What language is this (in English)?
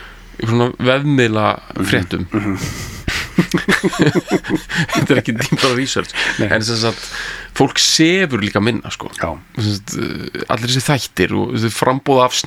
Icelandic